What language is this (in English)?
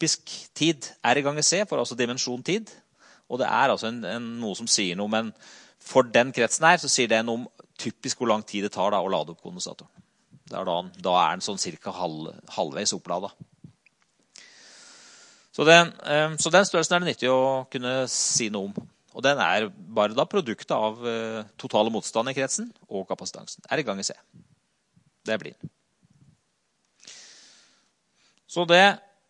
Norwegian